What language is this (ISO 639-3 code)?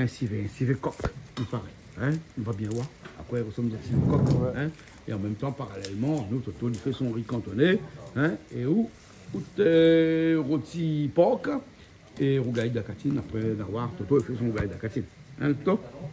rcf